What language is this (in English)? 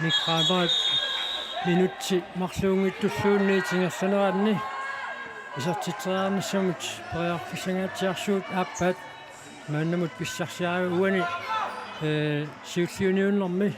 Kalaallisut